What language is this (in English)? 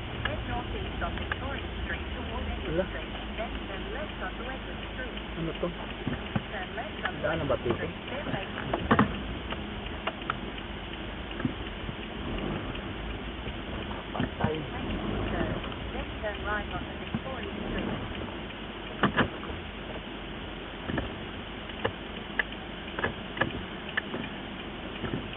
Filipino